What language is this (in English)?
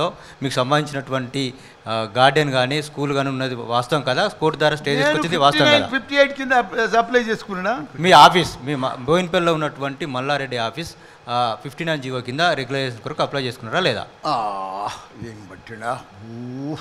Telugu